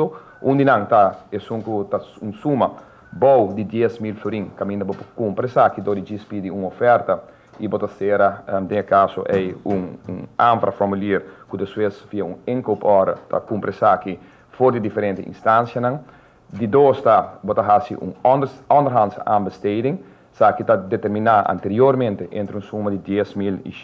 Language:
Papiamento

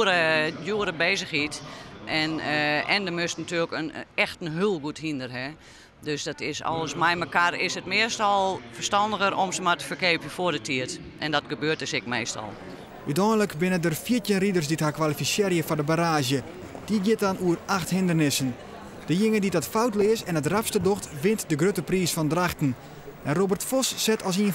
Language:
Western Frisian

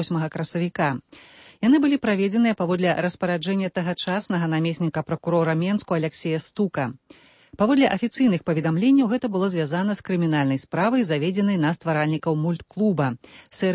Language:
Belarusian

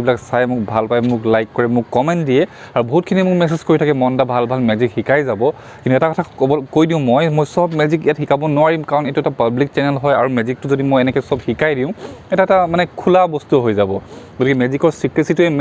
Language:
Assamese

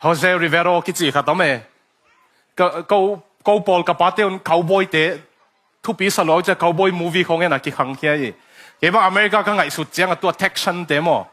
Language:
Tedim Chin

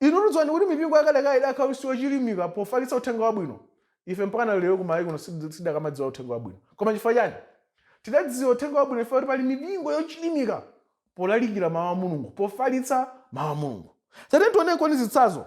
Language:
Nyanja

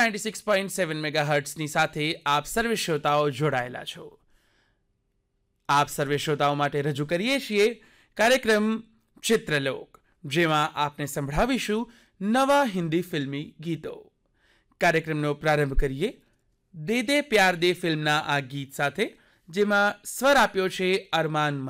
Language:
Gujarati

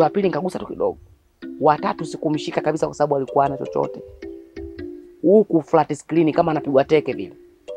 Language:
Swahili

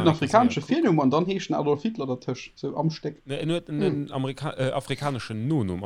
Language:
Luxembourgish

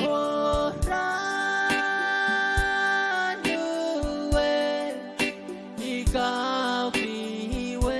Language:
Pohnpeian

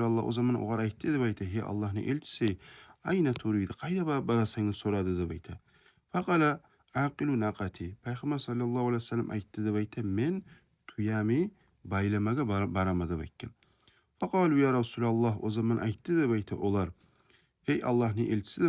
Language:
Kumyk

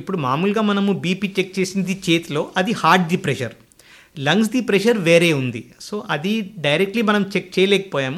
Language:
Telugu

